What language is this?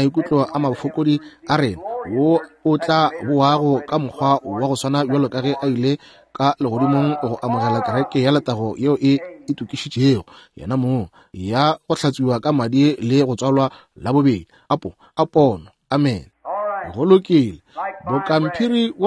Northern Sotho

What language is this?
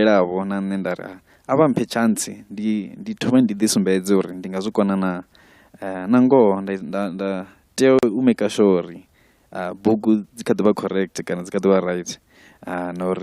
Venda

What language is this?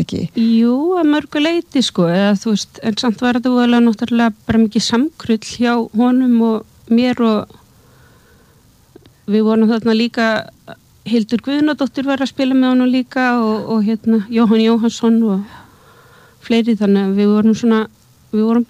Icelandic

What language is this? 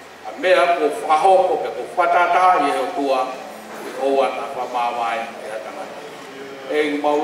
Tongan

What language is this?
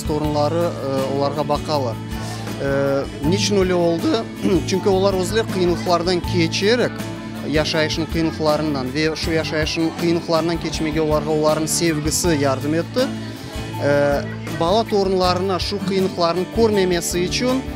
Crimean Tatar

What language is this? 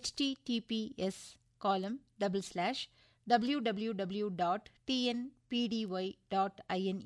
Tamil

